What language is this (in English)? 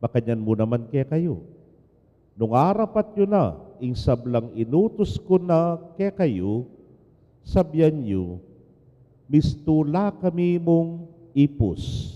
Pampanga